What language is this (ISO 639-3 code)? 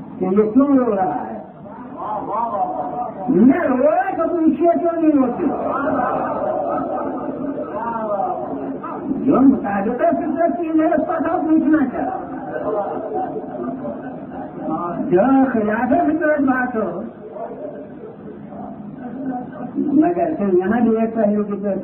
urd